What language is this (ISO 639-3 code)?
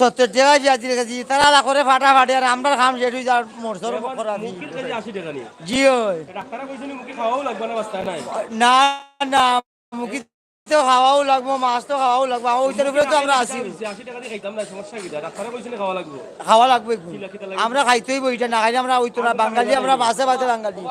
syl